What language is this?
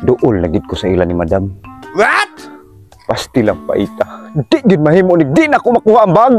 Cebuano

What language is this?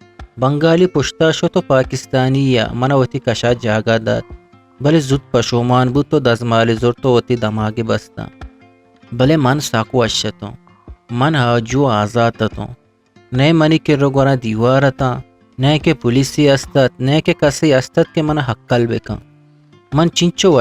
Eastern Balochi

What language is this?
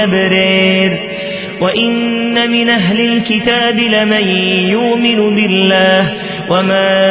Arabic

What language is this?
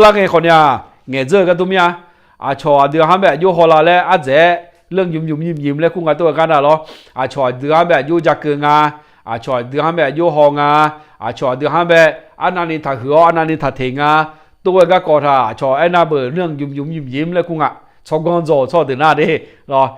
Akha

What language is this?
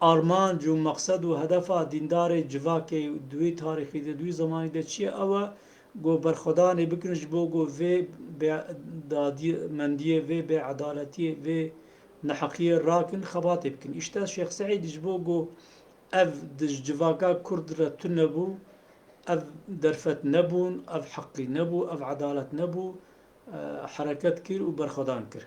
Kurdish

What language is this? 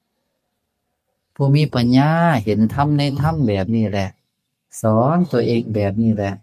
Northeastern Thai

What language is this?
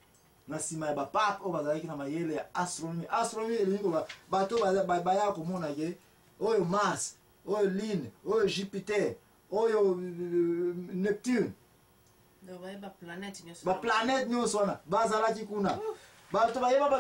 Lingala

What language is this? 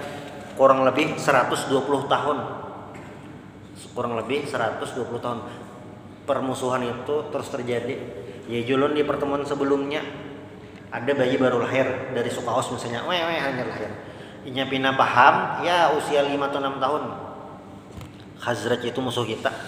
Indonesian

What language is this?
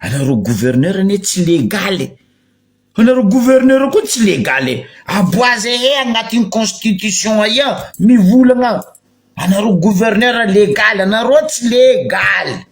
Malagasy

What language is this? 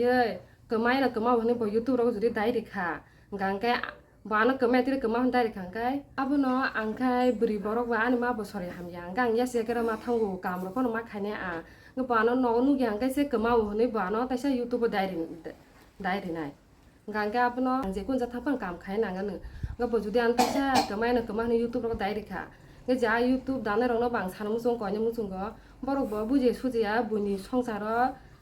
Kok Borok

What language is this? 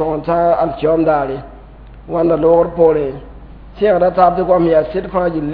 Mossi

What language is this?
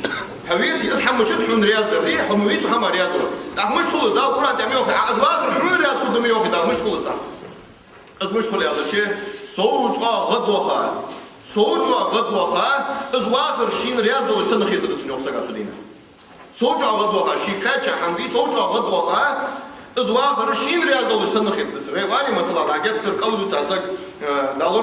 Ingush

